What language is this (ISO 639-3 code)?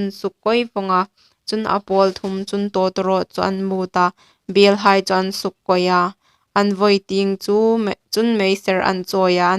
hmr